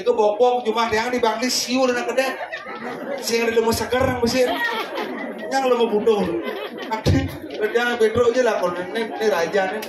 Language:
Balinese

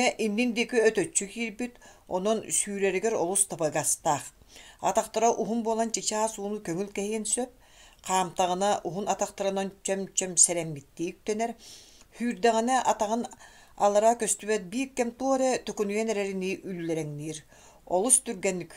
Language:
Yakut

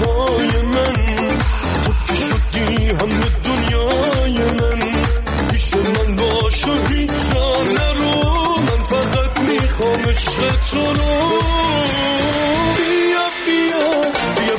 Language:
Persian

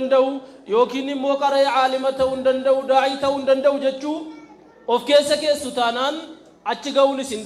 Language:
Oromo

